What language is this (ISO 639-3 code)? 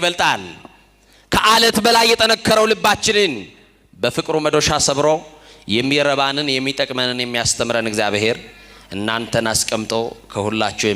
amh